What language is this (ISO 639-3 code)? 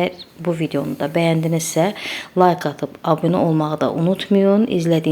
aze